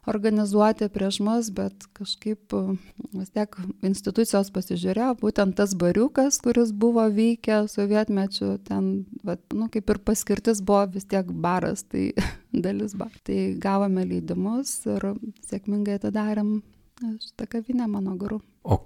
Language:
Lithuanian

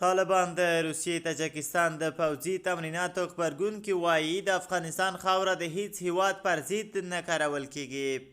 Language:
Pashto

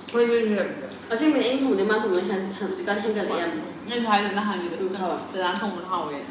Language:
Manipuri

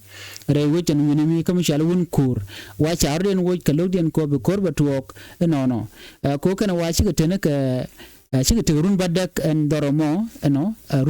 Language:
Nuer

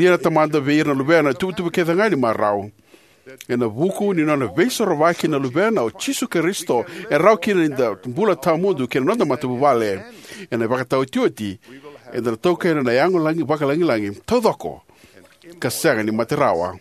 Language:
Fijian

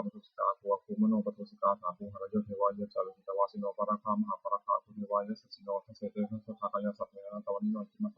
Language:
Pali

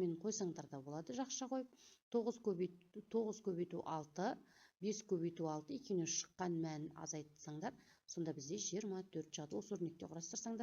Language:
Kazakh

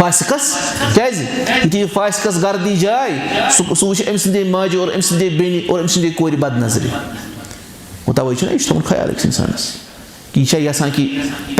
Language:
Kashmiri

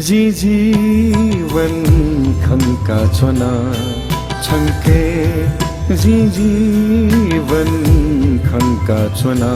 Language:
Newari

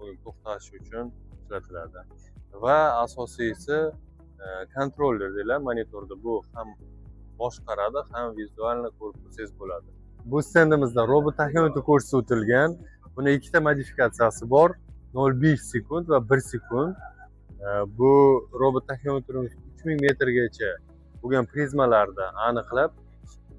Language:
Uzbek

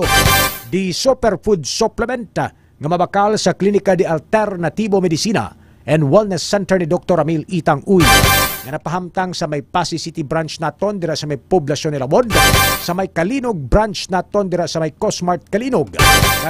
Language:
Hiligaynon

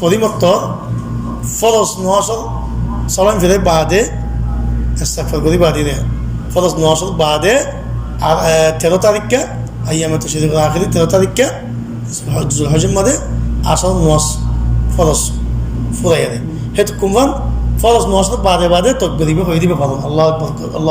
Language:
Rohingya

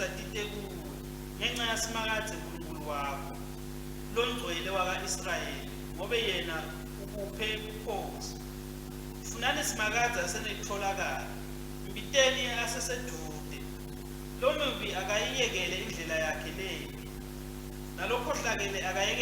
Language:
Swati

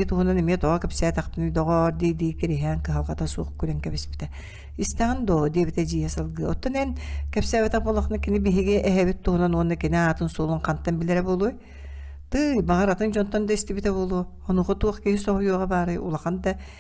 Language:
Yakut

